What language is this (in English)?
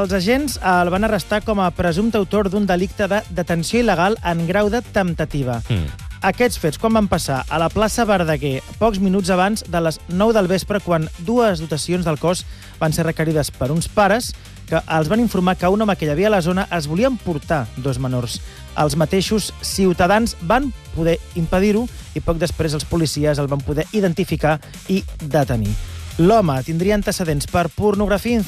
Catalan